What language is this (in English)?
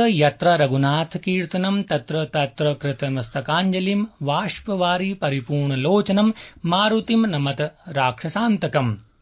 Sanskrit